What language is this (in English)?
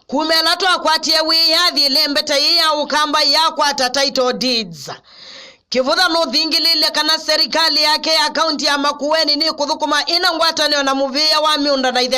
Kamba